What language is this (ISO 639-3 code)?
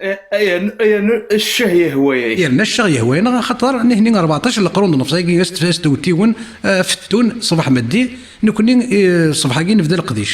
kab